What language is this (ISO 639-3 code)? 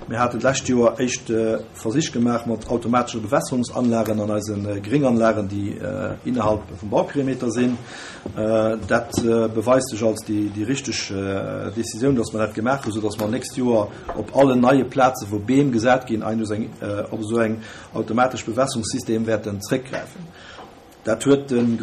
ltz